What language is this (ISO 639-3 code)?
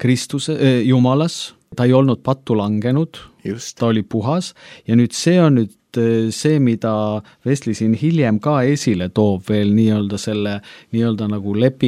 est